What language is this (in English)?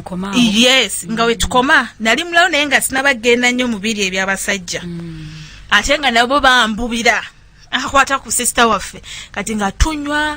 Ganda